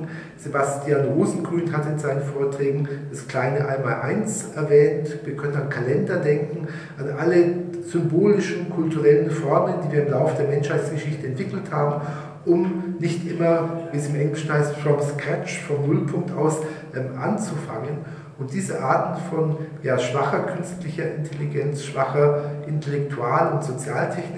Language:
German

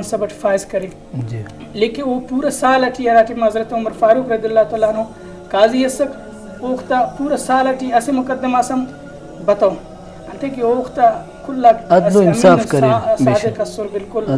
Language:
Brahui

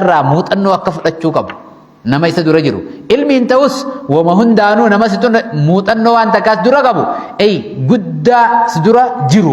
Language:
Oromo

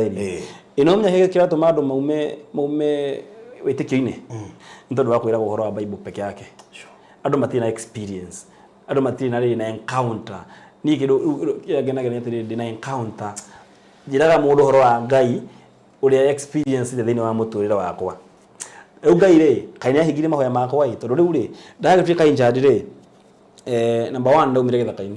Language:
Kikuyu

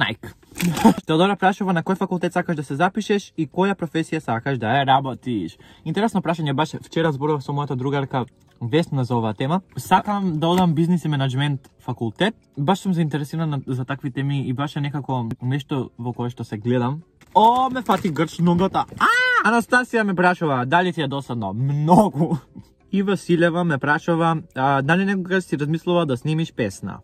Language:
Macedonian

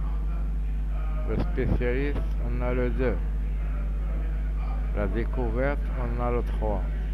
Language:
French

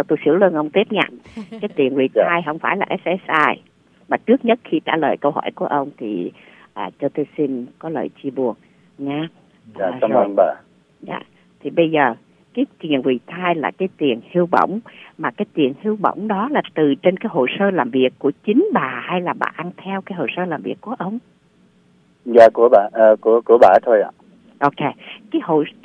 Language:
Vietnamese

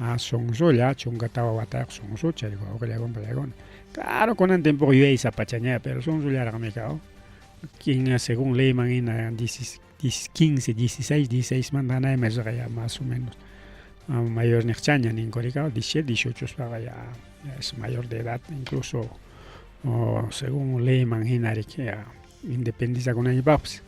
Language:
Ayacucho Quechua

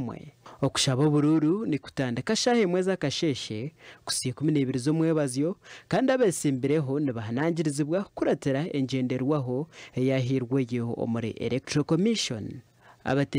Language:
Nyankole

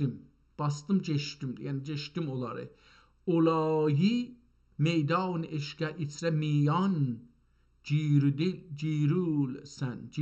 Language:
South Azerbaijani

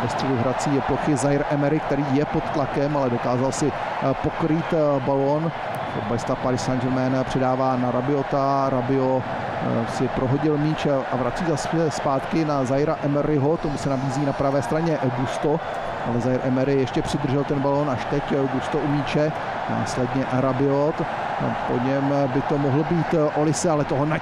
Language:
Czech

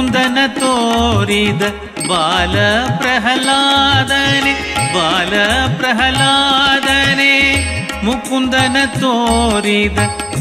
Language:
Kannada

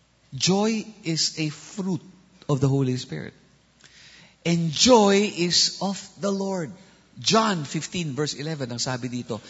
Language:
Filipino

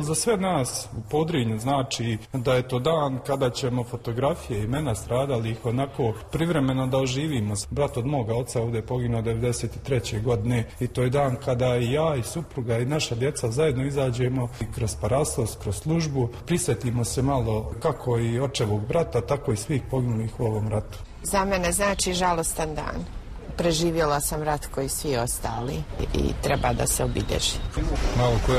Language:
Serbian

